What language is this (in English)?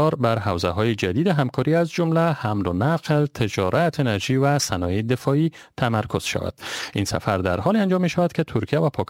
Persian